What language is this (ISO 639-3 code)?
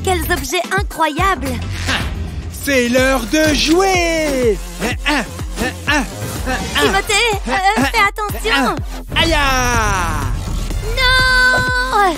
fra